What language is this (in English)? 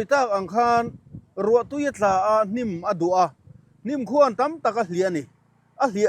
Mizo